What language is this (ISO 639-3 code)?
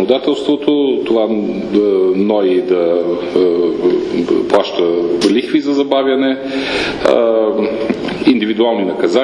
bul